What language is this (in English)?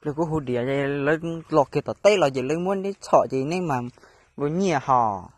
Hmong